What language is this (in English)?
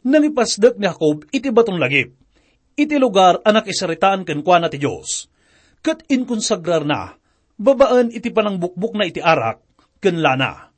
Iloko